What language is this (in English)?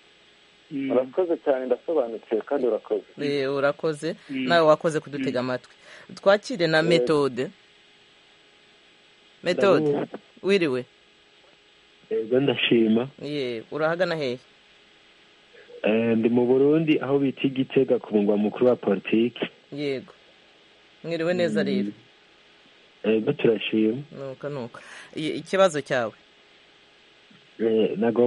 Kinyarwanda